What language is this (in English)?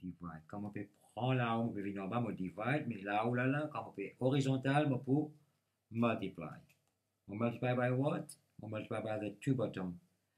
Morisyen